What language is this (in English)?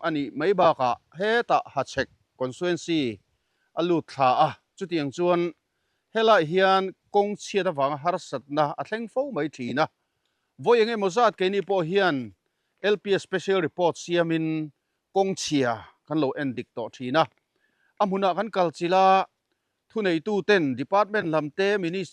Mizo